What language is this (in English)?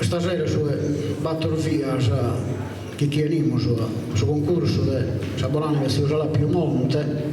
Sardinian